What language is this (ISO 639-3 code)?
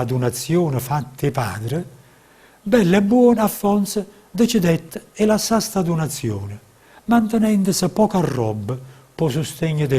nap